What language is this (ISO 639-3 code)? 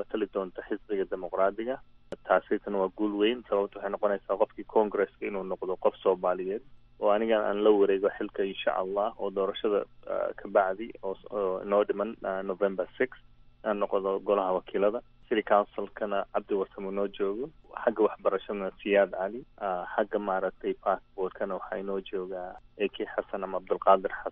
som